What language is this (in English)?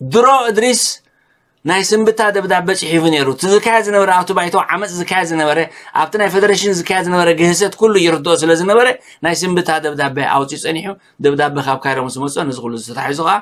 Tigrinya